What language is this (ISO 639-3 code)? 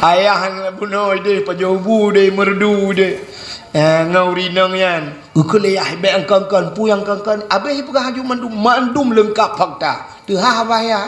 ace